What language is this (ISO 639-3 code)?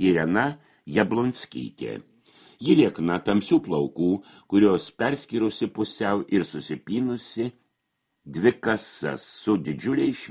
lit